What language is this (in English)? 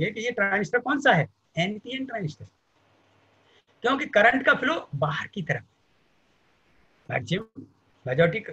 Hindi